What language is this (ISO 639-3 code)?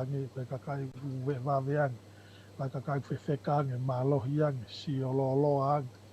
ton